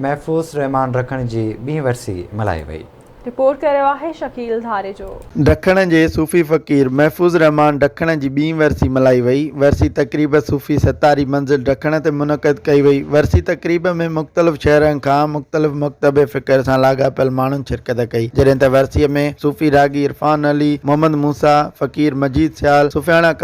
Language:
Sindhi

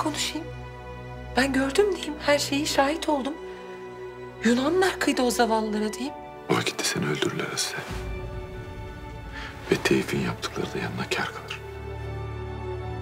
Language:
Turkish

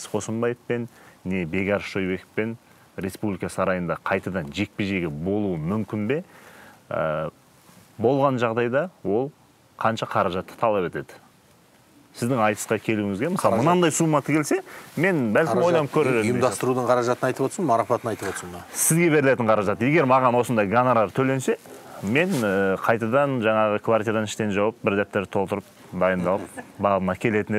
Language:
Kazakh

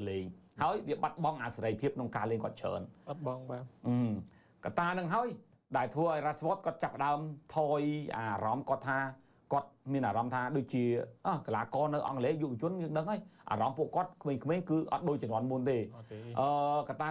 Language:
Khmer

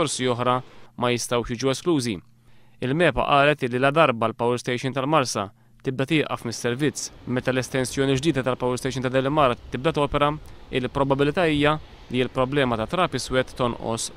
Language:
Maltese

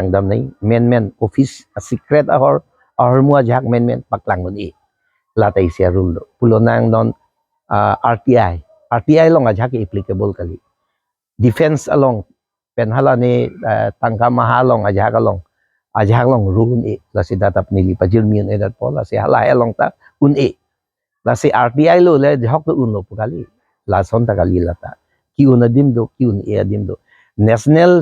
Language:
Karbi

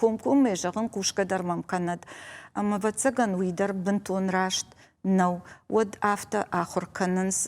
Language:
Ossetic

